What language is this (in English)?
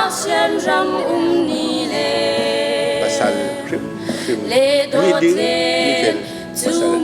Hakha Chin